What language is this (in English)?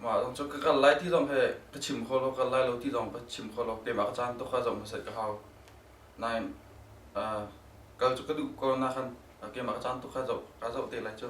Hakha Chin